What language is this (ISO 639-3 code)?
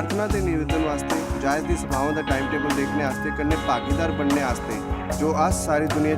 doi